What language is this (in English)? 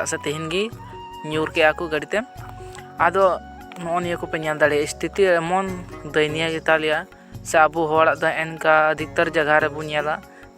Santali